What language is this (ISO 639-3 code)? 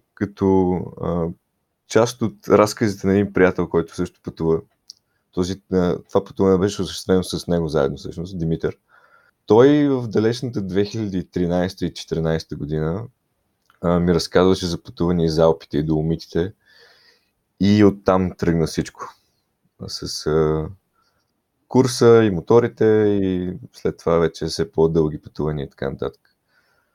bul